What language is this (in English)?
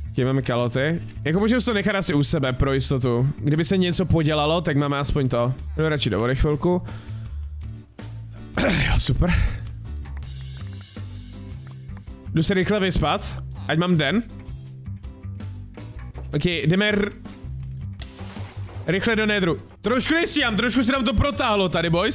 Czech